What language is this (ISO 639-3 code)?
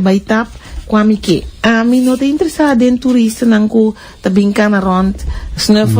pap